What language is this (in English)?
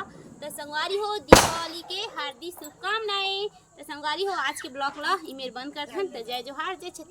Chhattisgarhi